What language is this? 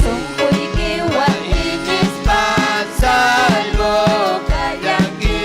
Ayacucho Quechua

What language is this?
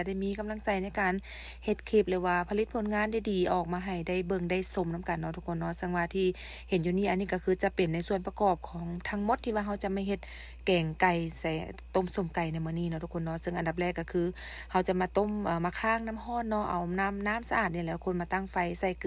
Lao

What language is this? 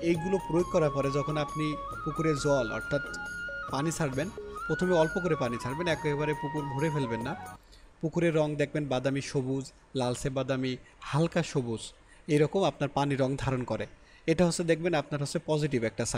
Bangla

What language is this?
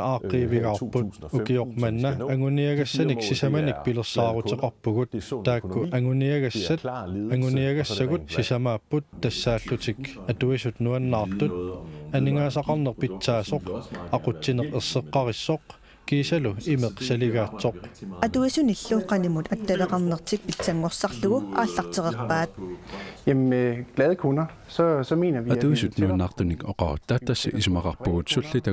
Kalaallisut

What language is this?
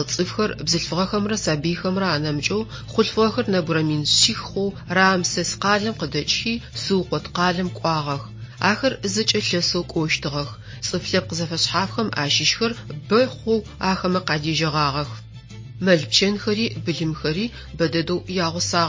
Adyghe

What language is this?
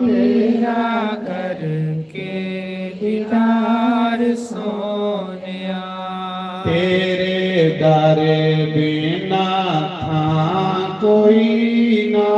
Dogri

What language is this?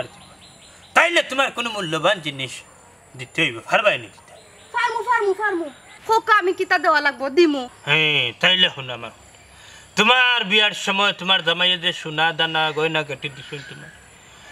Sylheti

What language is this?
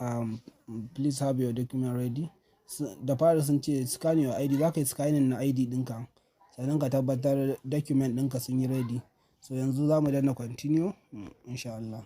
Hausa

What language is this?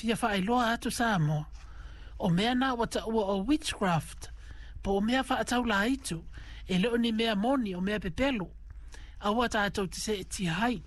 Samoan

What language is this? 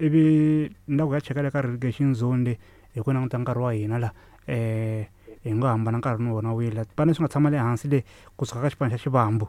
Tsonga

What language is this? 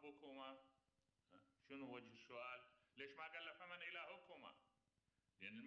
Mesopotamian Arabic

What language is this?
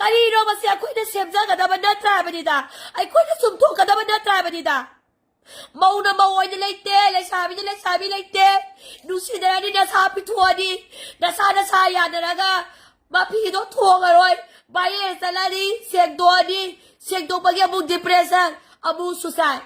Manipuri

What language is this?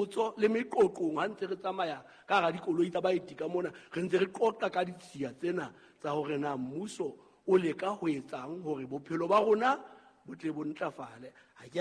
Southern Sotho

